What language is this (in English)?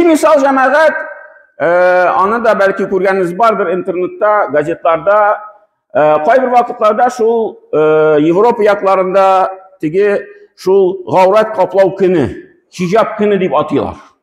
Tatar